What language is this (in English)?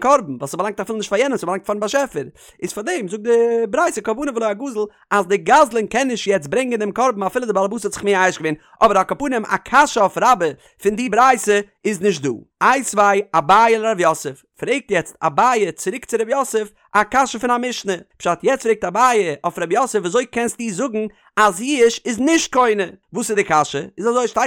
Yiddish